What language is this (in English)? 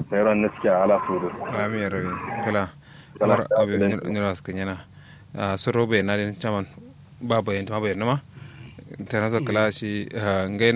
Kanuri